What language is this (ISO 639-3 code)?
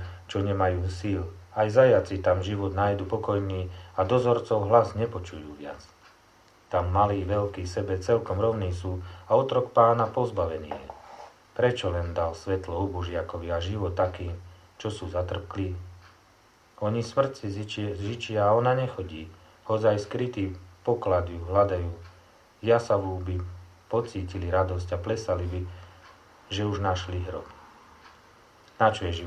slk